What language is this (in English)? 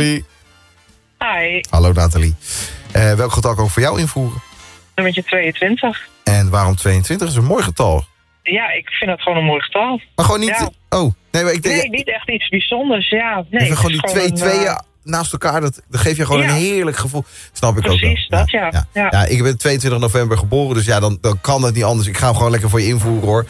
Dutch